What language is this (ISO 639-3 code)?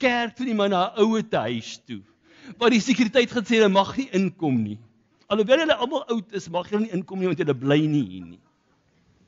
afr